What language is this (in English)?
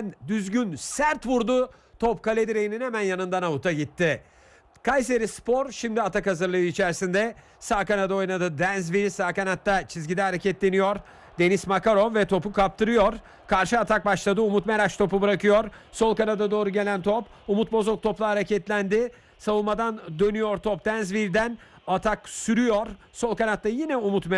Turkish